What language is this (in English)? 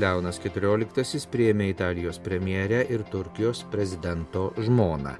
Lithuanian